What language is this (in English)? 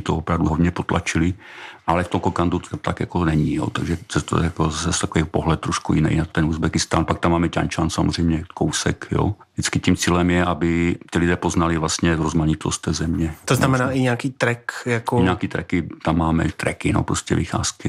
Czech